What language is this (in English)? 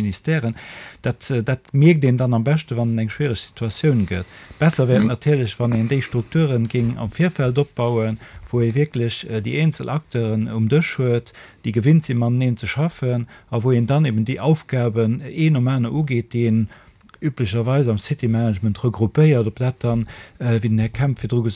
Luxembourgish